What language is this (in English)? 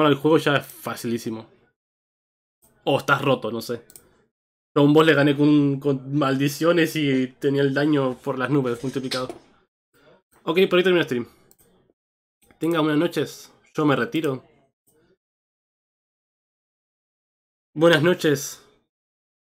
Spanish